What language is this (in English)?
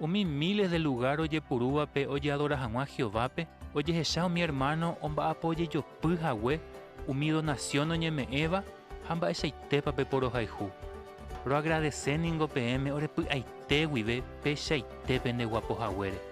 Guarani